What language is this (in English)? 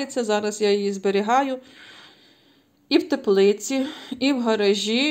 Ukrainian